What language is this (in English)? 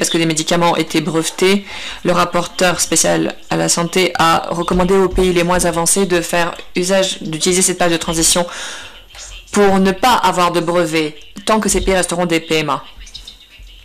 French